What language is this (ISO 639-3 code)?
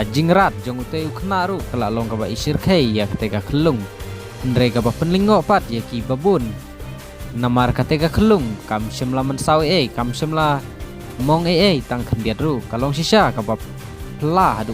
kha